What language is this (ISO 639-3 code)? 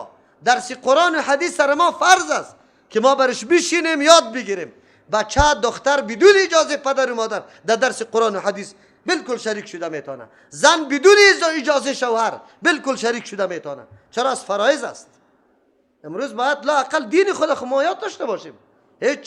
fas